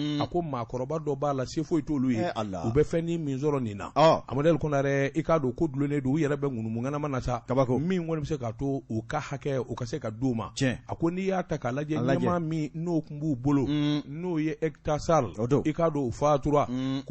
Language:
Bambara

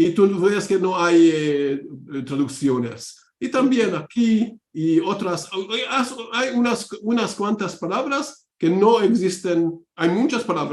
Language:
Ladino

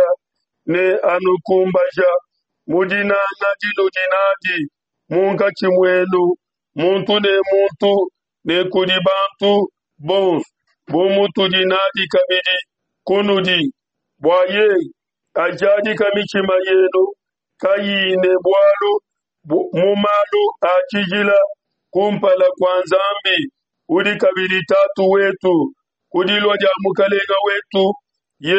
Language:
Luba-Lulua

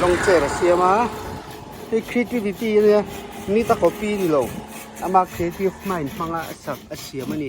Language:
Mizo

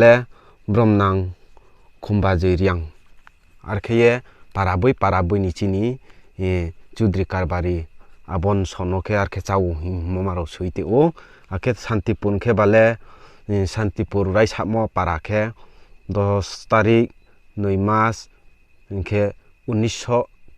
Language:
Riang (India)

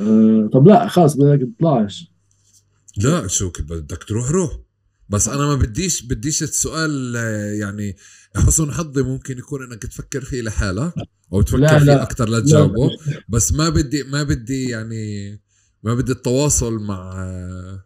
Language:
North Levantine Arabic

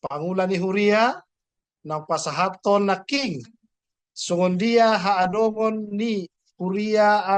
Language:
Batak Toba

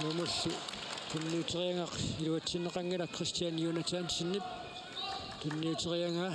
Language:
Kalaallisut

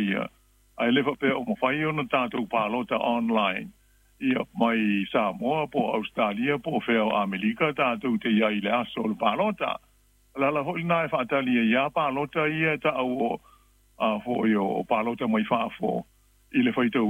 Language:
Samoan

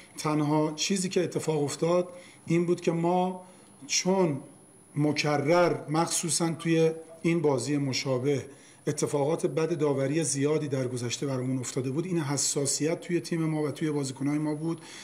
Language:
Persian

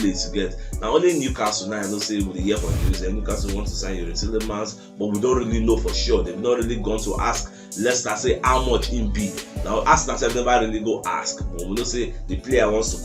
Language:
Nigerian Pidgin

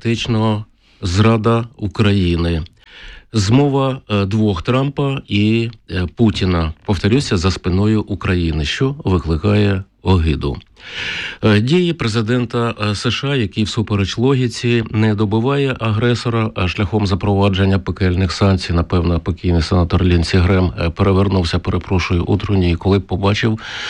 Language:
Ukrainian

